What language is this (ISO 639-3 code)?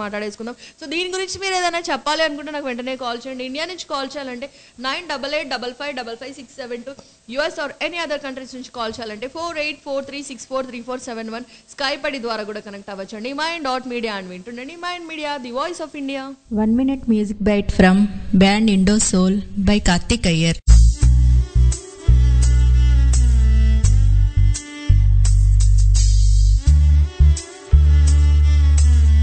tel